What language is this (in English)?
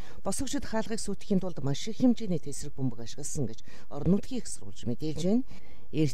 Mongolian